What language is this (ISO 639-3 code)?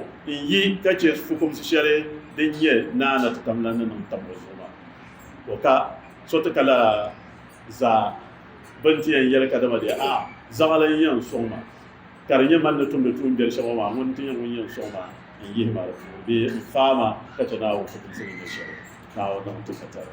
dag